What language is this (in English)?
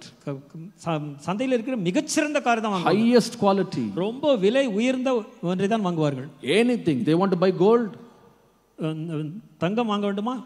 Tamil